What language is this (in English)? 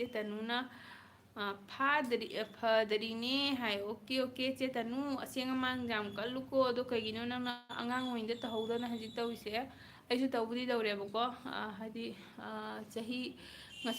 Manipuri